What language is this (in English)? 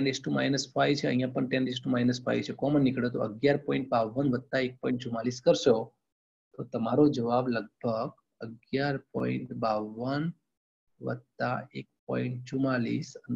Gujarati